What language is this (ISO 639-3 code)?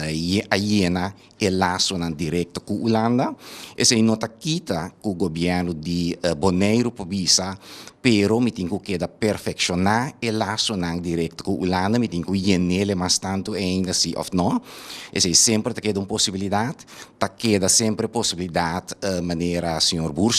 pap